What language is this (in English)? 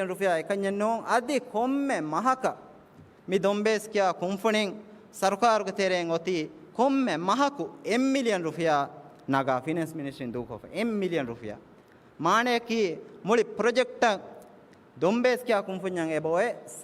Divehi